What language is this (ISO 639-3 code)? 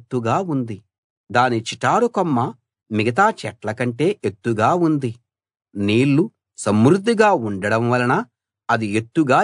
tel